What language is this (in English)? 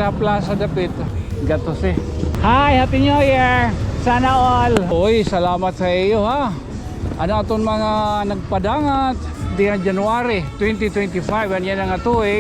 Waray